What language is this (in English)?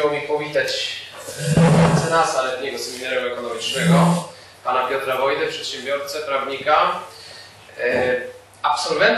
Polish